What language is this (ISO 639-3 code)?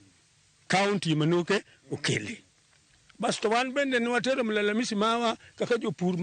luo